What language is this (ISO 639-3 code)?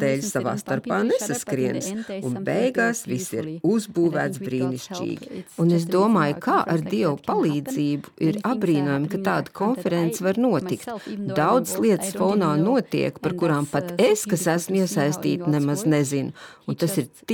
lav